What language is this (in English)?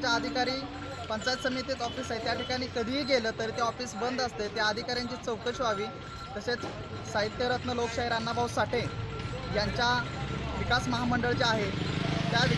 Marathi